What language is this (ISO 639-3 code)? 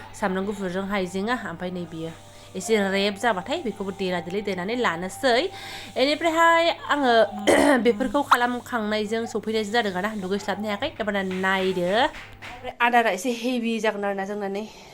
brx